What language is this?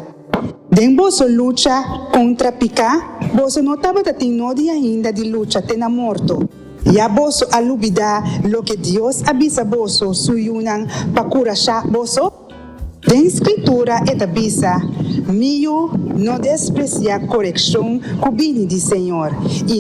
Papiamento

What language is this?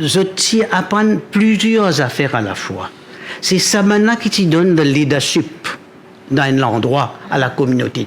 Morisyen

